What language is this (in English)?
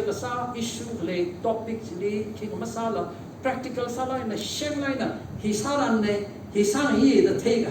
Tangkhul Naga (India)